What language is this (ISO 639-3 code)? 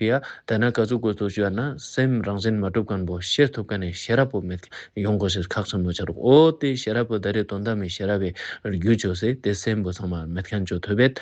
lbj